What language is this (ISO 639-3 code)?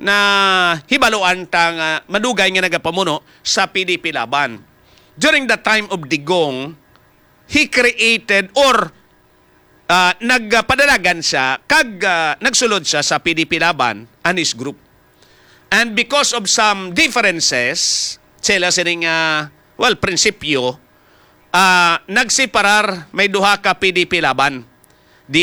hil